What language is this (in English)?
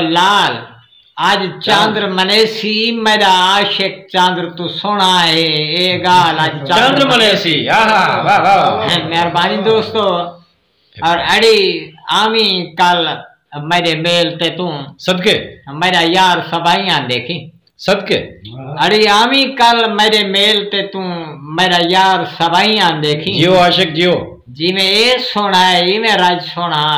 Saraiki